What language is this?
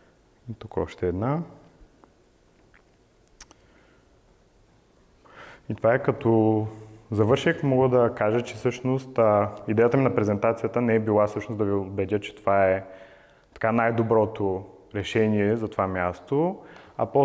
Bulgarian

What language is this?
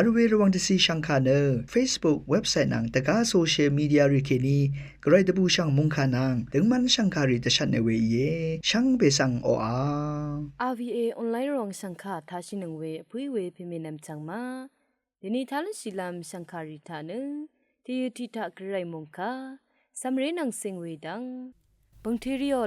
Rawang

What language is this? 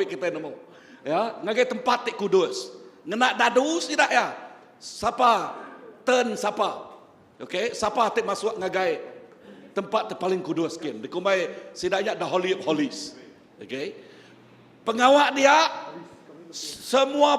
Iban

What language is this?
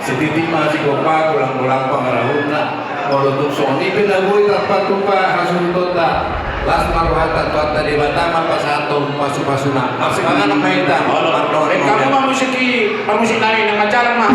Batak Toba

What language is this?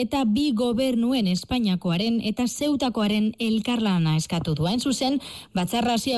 Basque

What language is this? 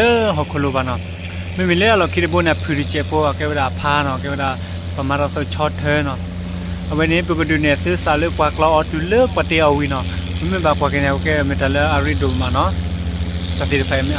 S'gaw Karen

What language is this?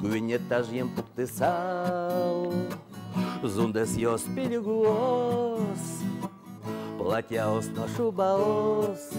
Udmurt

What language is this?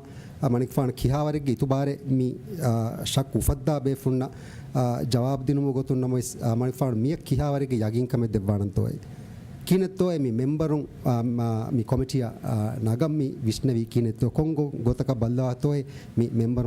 Divehi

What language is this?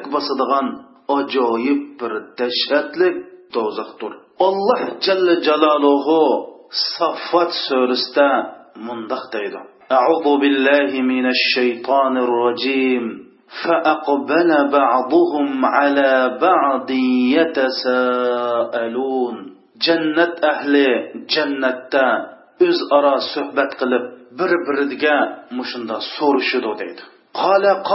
Uyghur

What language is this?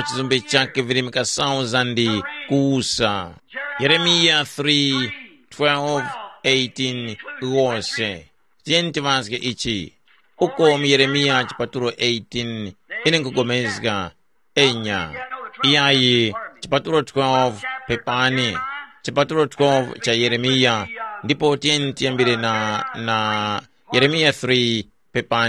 Tumbuka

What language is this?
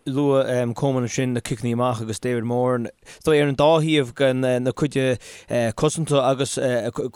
Irish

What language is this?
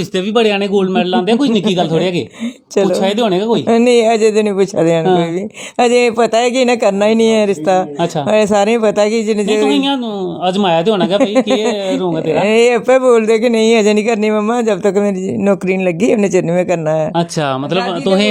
Dogri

